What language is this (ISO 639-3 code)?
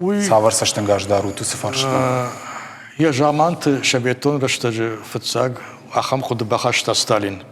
oss